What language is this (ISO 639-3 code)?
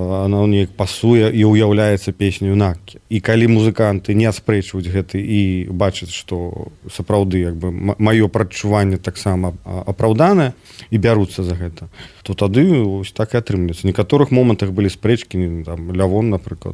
bel